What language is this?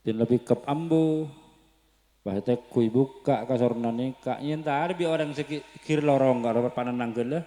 Madurese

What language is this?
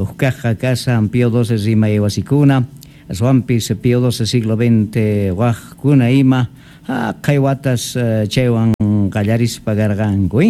Quechua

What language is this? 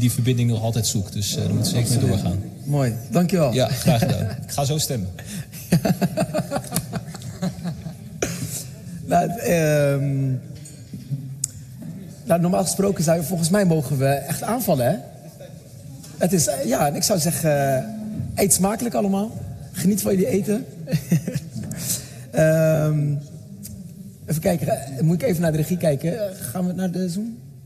Dutch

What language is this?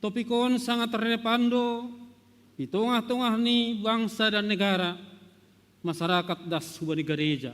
Batak Simalungun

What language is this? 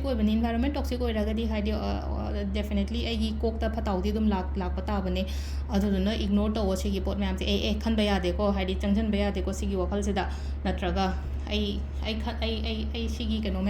Manipuri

